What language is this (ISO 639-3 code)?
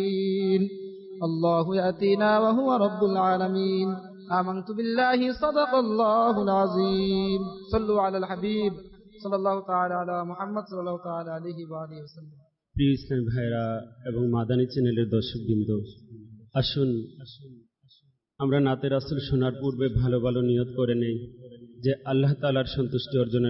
ben